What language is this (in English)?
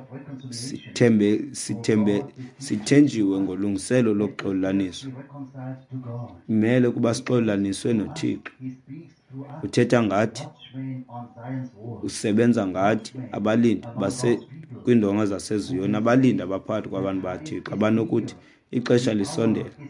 Xhosa